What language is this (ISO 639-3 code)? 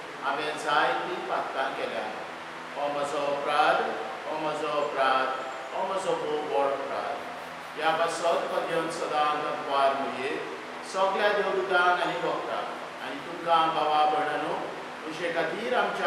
kok